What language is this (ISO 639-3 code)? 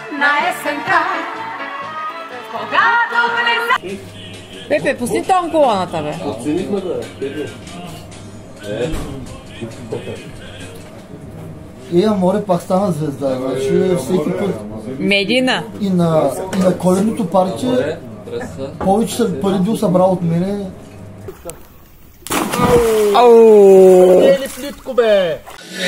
bul